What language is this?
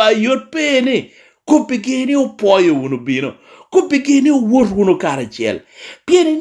Lango (Uganda)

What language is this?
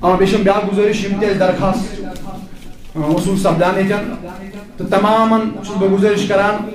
Kashmiri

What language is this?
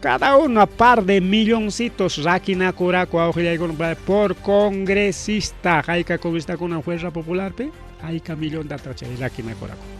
Ayacucho Quechua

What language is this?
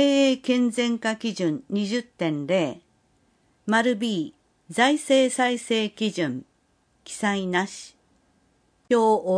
Japanese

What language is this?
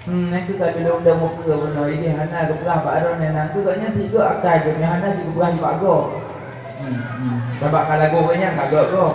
Achinese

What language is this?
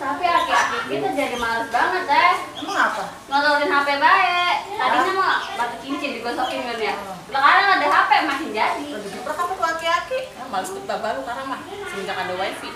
Betawi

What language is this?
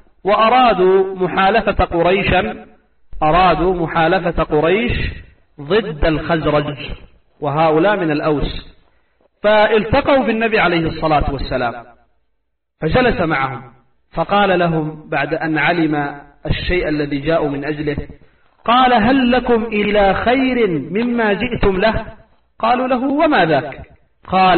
Arabic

